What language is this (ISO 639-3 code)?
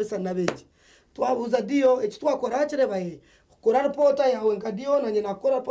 nyn